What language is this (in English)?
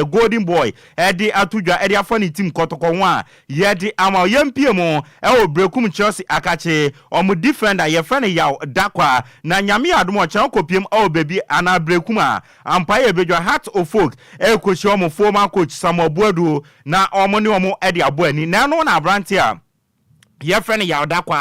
Akan